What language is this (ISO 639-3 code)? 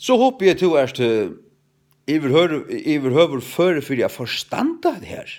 fao